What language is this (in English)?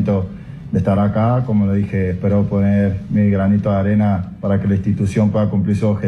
Spanish